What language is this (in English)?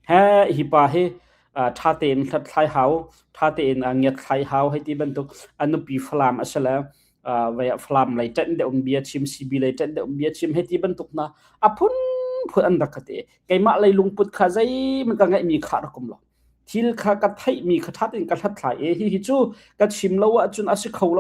Hakha Chin